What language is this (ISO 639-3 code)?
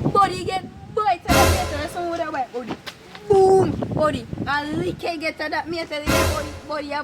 jam